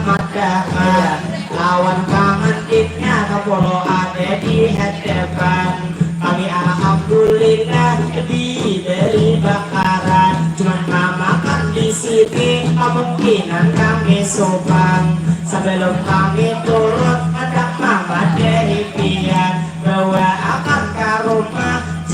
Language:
Banjar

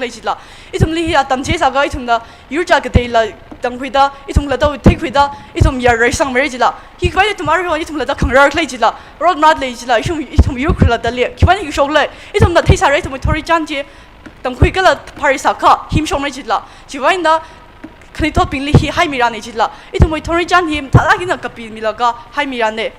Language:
Tangkhul Naga (India)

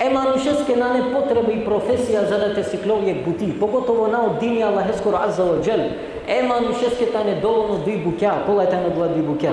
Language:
Balkan Romani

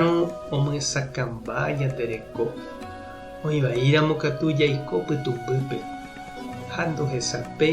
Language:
Guarani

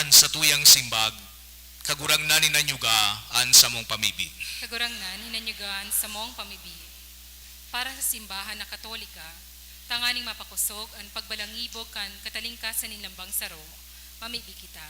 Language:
Bikol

